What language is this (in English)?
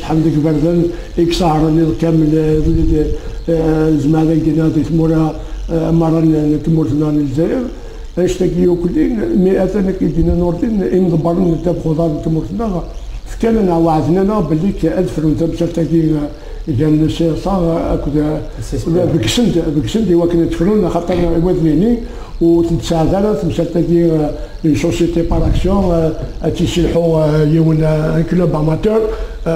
Kabyle